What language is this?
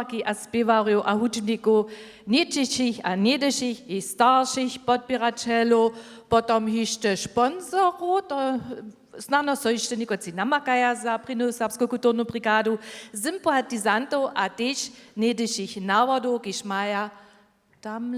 Upper Sorbian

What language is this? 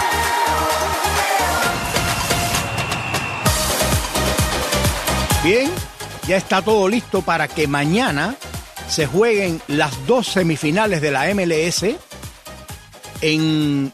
Spanish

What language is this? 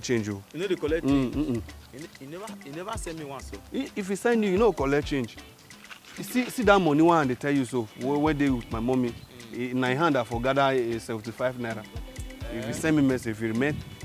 Nigerian Pidgin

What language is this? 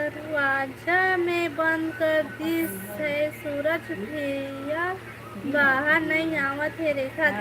Chhattisgarhi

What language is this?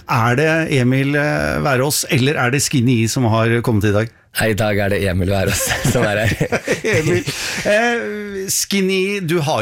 Norwegian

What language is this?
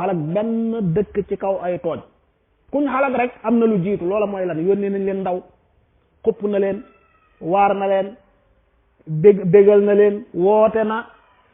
Wolof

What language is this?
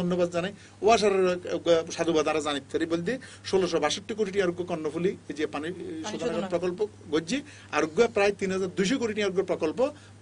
Bangla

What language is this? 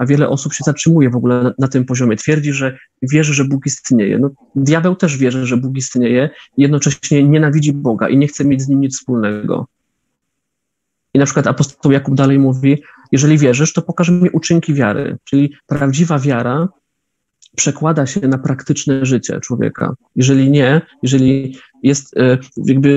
Polish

